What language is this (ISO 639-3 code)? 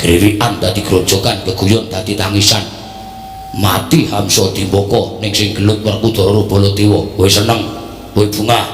jav